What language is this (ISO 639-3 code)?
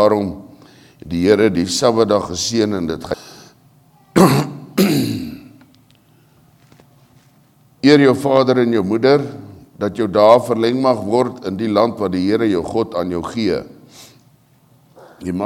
afr